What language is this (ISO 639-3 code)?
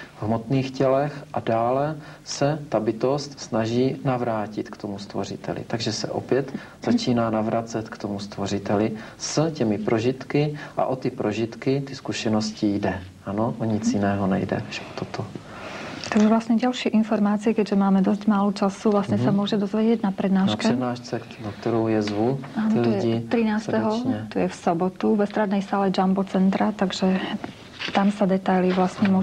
slk